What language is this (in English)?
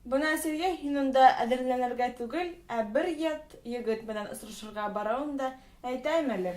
Bashkir